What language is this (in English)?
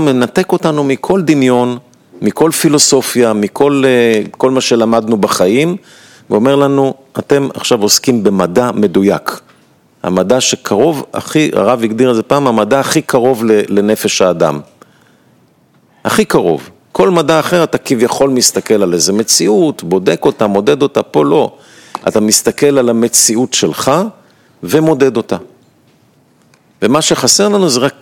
Hebrew